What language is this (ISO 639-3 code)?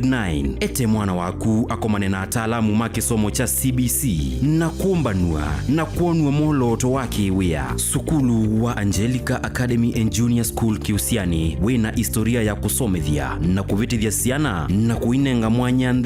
kam